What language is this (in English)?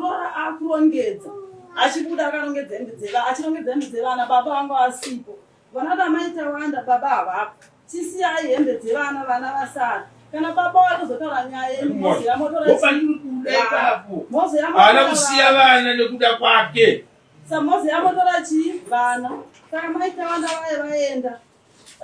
Shona